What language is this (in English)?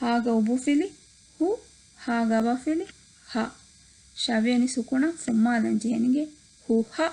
Divehi